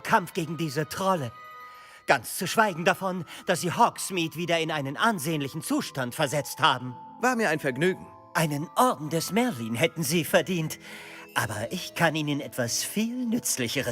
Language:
Bavarian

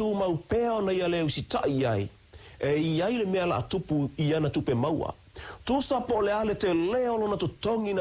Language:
Samoan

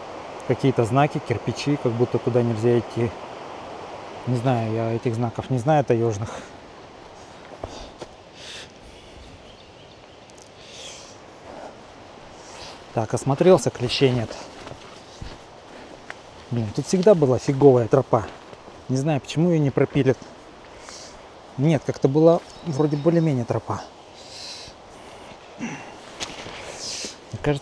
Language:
Russian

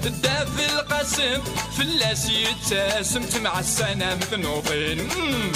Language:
Kabyle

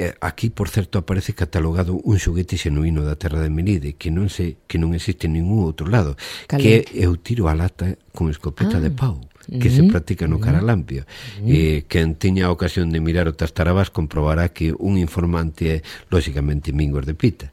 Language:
Galician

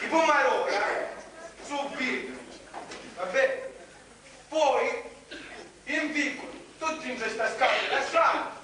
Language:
Sicilian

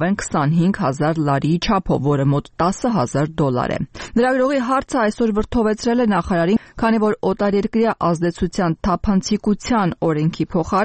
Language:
Armenian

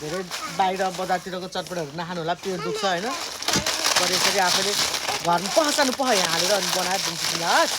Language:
Nepali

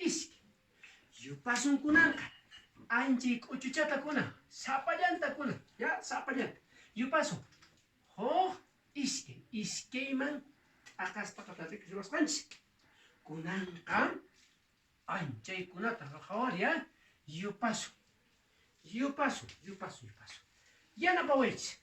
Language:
Quechua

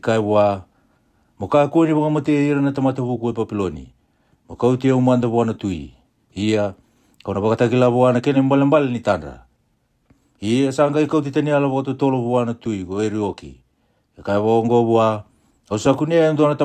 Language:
Fijian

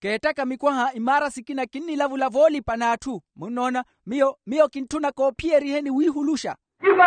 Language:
Makhuwa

